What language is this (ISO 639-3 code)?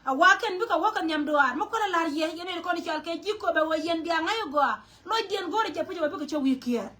nus